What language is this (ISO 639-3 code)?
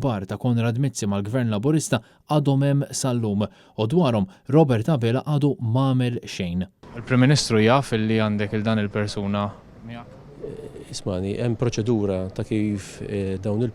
mlt